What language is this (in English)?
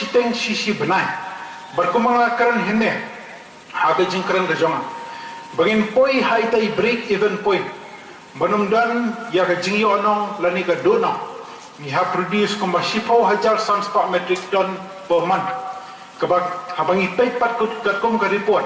Khasi